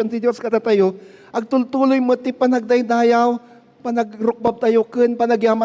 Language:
Iloko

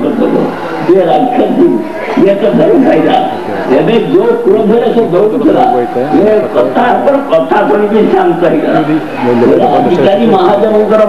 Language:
Odia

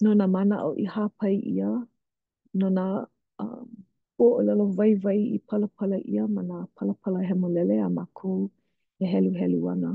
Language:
Hawaiian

